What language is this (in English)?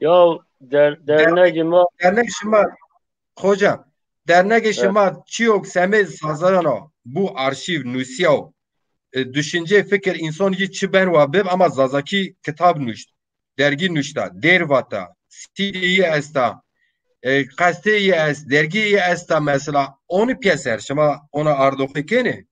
Zaza